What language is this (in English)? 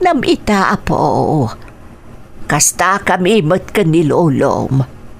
Iloko